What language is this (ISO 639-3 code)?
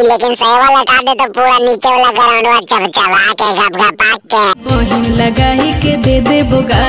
mag